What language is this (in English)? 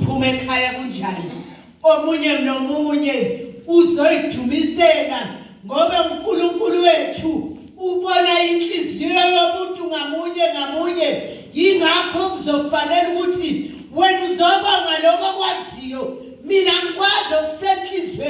Zulu